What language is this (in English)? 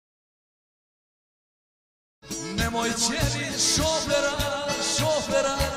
Serbian